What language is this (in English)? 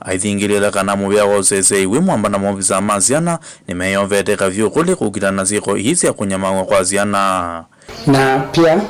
Kamba